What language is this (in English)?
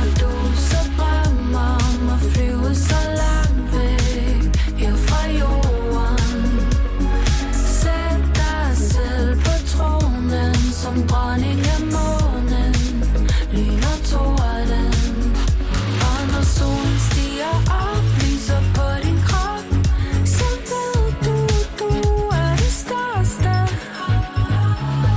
Danish